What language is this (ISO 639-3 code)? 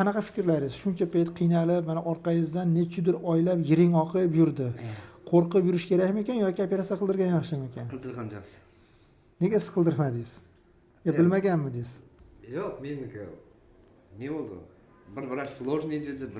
uzb